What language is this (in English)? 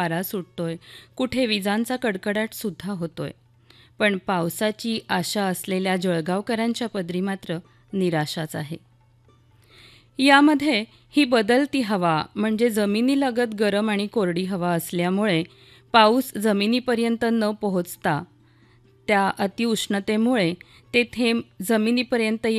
Marathi